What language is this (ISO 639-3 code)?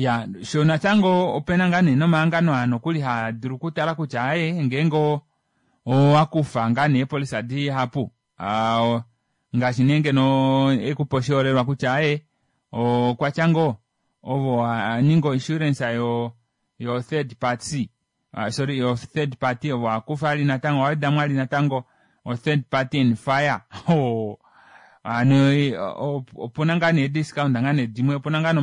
kua